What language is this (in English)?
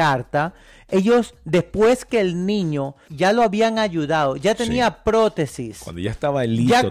Spanish